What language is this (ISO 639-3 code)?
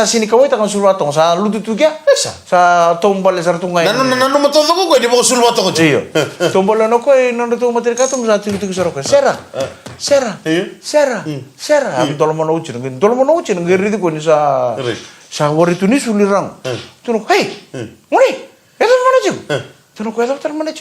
fij